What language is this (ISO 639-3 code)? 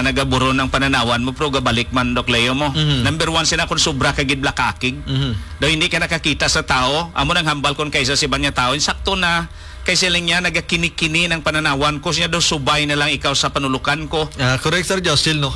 hil